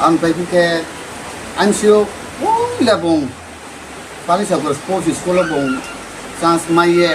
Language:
Riang (India)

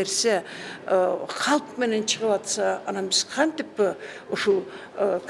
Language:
Kyrgyz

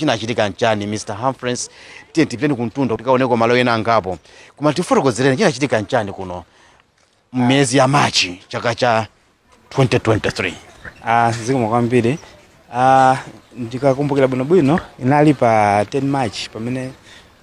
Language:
Nyanja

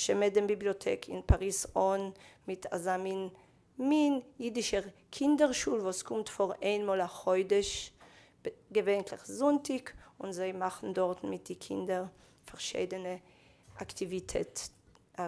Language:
Yiddish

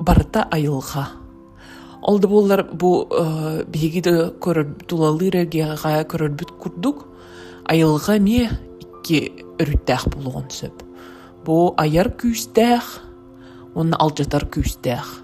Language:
Yakut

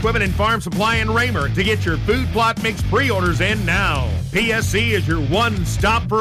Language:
English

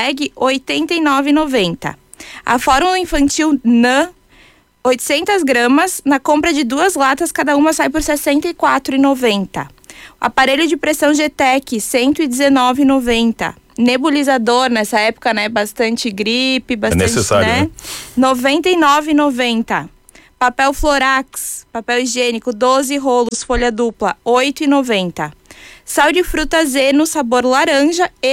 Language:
Portuguese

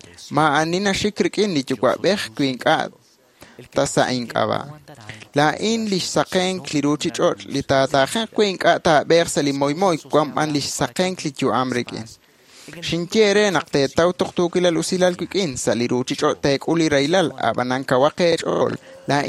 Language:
Kekchí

